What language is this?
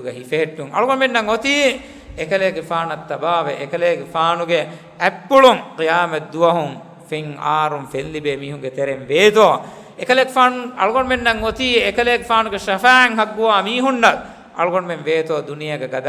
Divehi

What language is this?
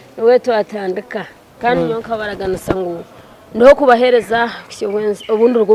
Nyankole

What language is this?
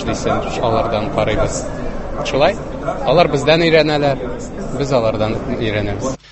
Tatar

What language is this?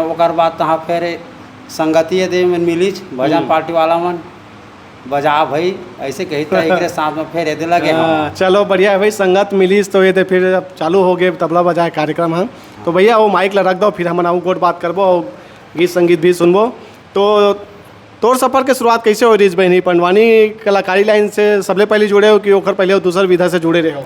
Chhattisgarhi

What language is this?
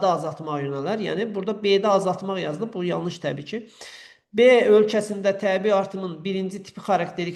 Azerbaijani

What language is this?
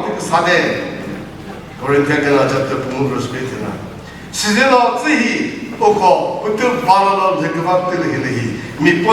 Chokri Naga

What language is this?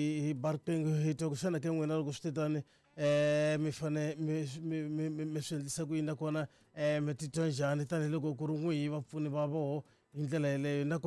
Tsonga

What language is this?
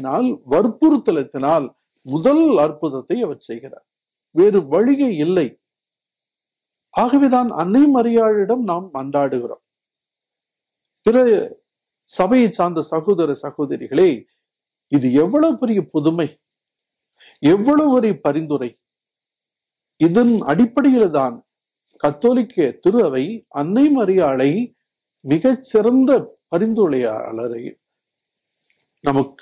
Tamil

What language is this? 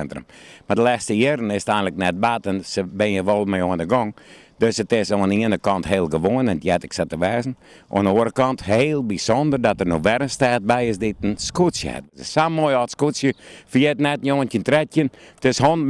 Western Frisian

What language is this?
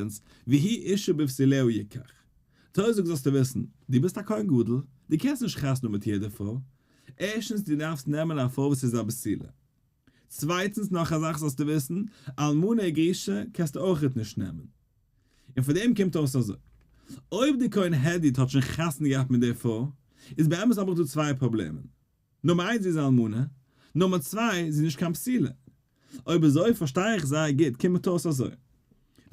Yiddish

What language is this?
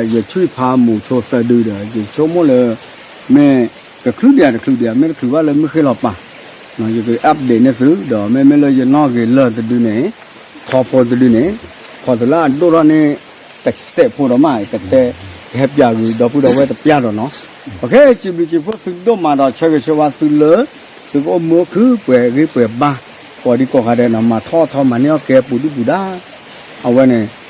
S'gaw Karen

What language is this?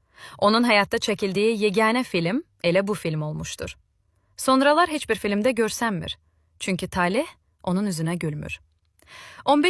Azerbaijani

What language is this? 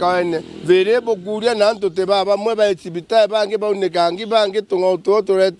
Meru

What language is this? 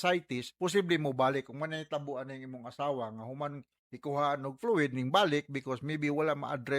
Cebuano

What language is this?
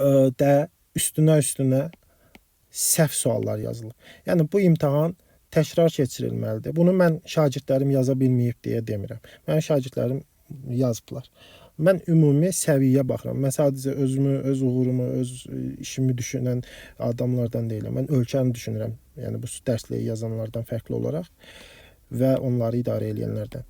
Azerbaijani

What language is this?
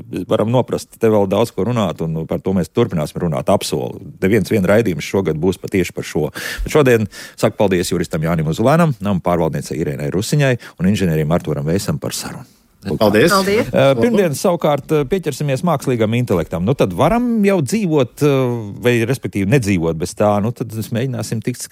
Latvian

